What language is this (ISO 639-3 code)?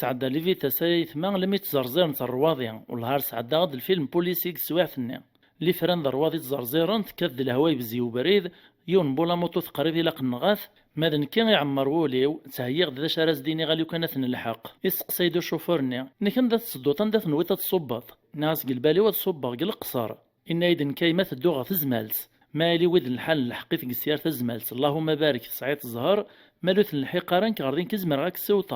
kab